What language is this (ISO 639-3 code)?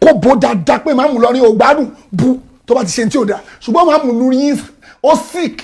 yor